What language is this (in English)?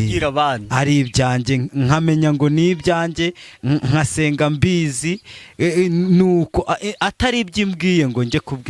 Kinyarwanda